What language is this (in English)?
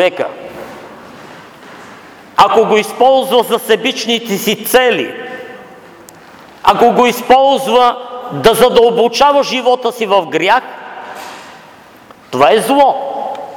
Bulgarian